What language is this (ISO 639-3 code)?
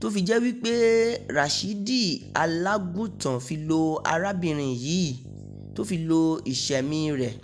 yor